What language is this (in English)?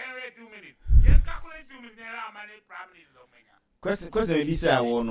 Akan